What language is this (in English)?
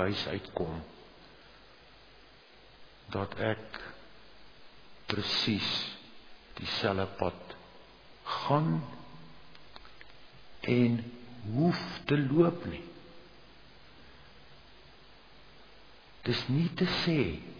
Afrikaans